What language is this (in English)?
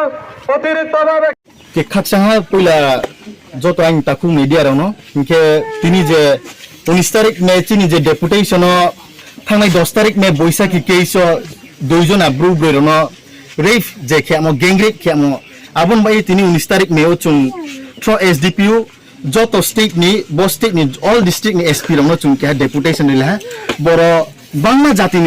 Riang (India)